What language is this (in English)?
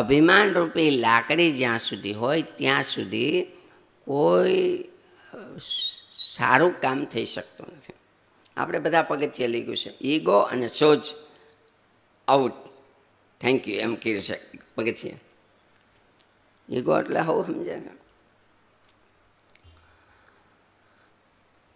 Gujarati